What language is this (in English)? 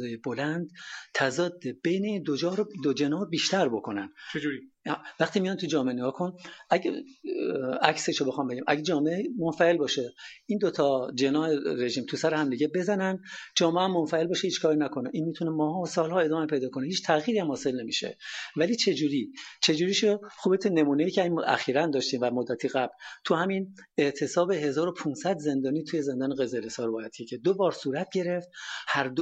Persian